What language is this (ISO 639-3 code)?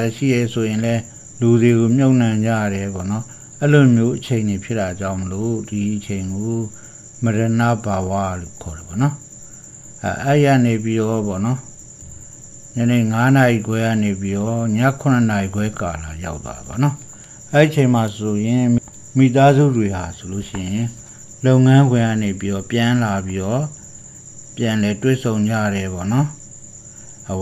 mya